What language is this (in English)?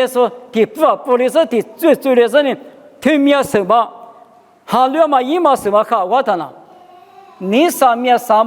Lisu